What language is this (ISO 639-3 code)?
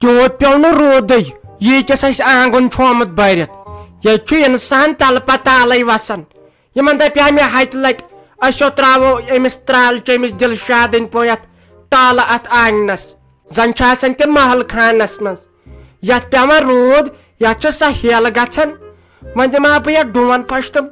kas